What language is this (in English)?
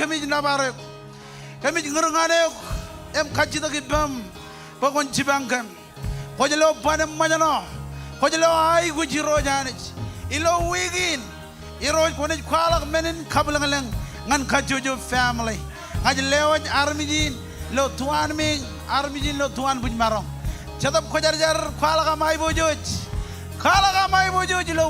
Marshallese